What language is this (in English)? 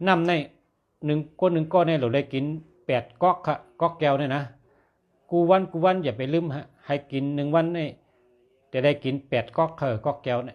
Shan